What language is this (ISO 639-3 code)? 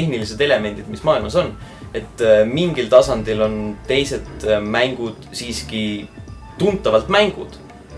est